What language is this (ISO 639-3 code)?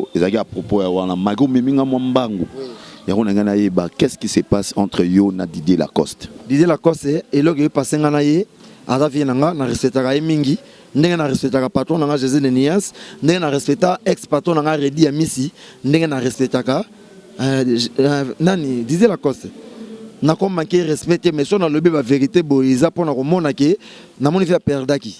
lin